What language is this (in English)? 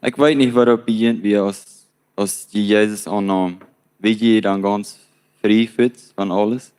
Plautdietsch